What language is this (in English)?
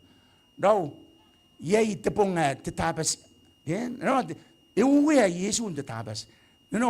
Gilbertese